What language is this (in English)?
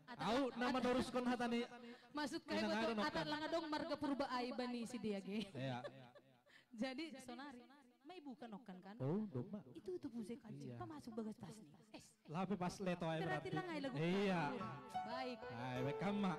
Batak Simalungun